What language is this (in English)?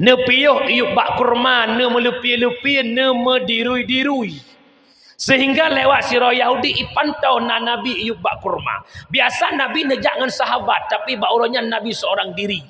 Achinese